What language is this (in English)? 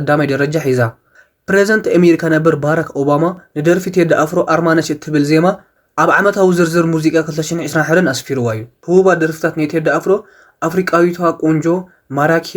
Tigrinya